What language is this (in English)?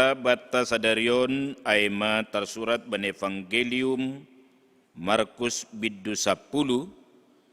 Batak Simalungun